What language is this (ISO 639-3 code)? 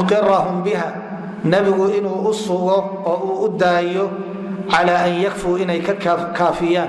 som